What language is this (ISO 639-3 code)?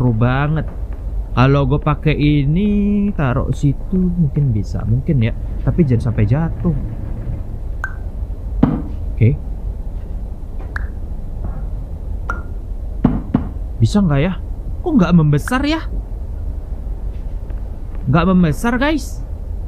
ind